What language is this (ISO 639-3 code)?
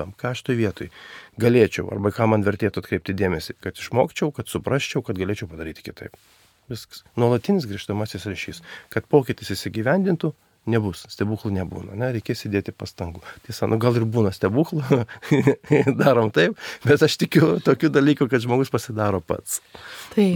lit